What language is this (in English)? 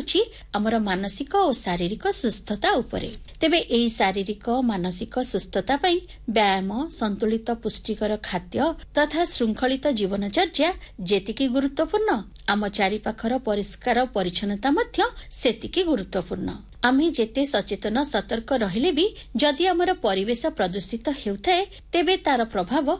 Odia